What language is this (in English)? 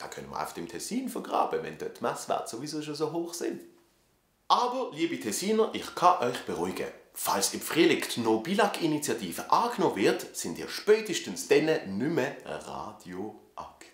Swiss German